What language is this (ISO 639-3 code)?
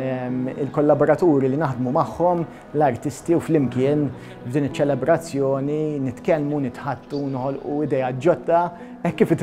mlt